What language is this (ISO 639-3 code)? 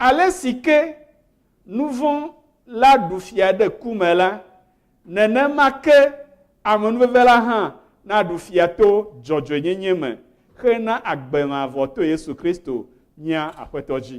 ewe